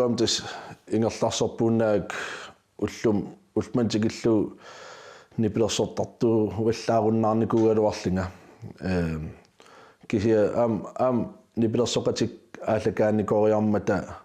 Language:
Kalaallisut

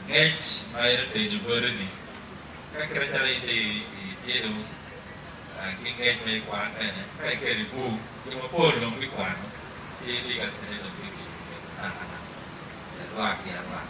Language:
Acoli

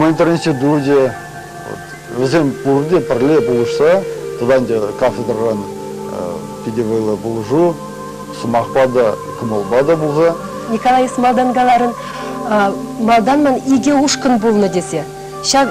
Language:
Chuvash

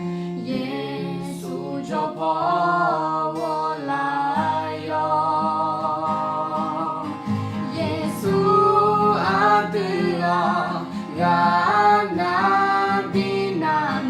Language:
Akha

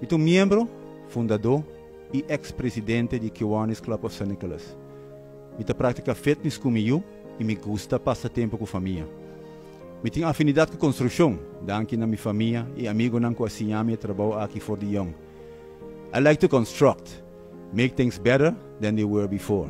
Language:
Papiamento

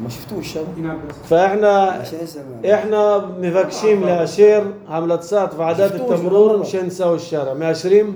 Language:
North Levantine Arabic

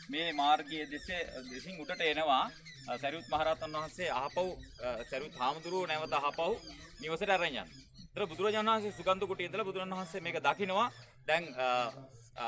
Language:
Sinhala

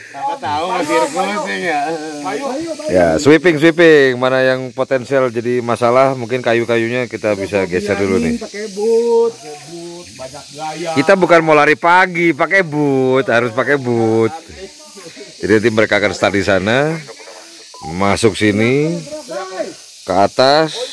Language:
Indonesian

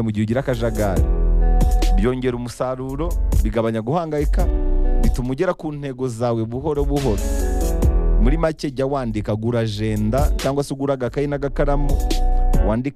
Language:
Kinyarwanda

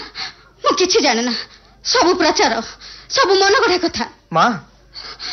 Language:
Odia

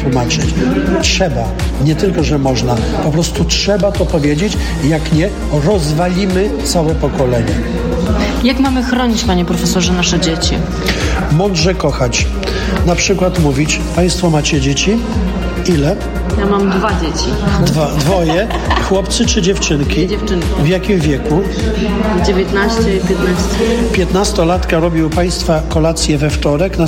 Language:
Polish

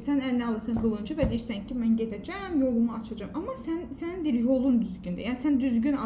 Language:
Azerbaijani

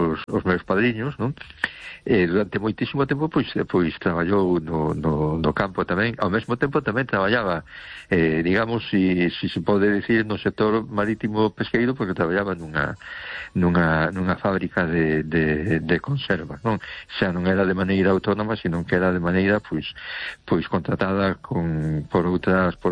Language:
Galician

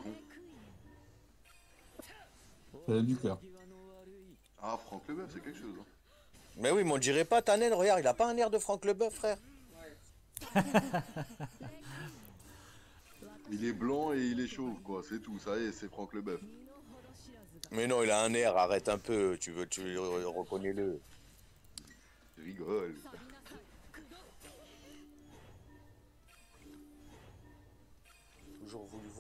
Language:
French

